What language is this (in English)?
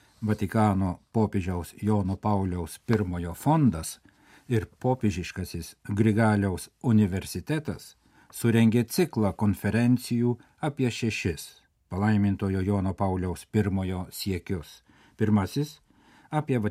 Lithuanian